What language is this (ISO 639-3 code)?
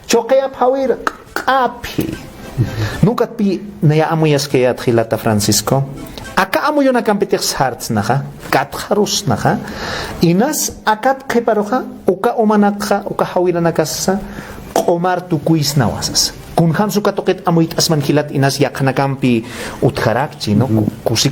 aym